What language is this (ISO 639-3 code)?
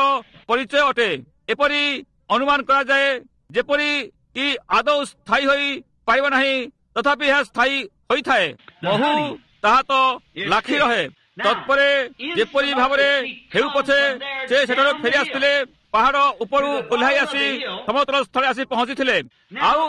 ori